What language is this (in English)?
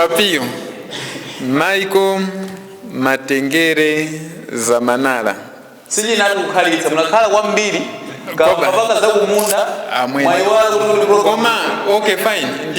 Nyanja